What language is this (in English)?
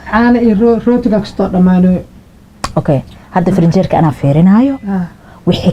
Somali